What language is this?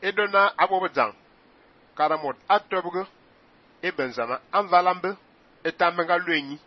Fang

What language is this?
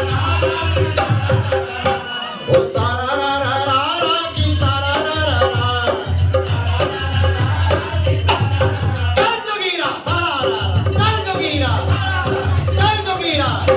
Bhojpuri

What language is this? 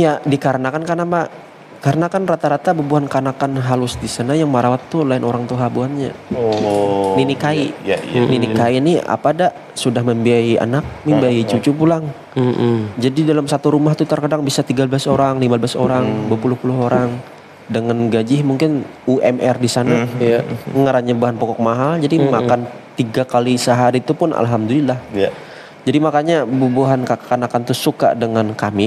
Banjar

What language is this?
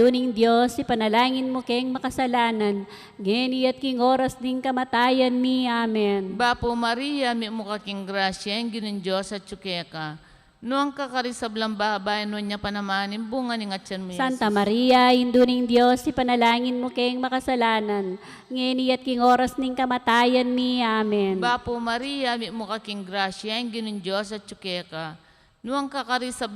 Pampanga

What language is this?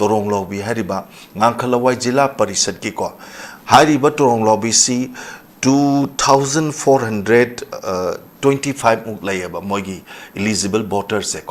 Manipuri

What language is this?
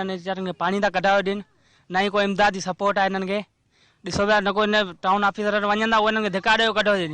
Sindhi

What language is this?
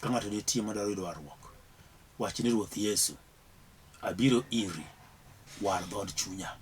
Luo (Kenya and Tanzania)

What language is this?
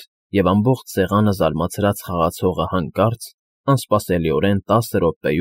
Armenian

